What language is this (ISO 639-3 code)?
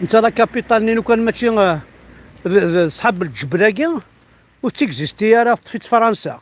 kab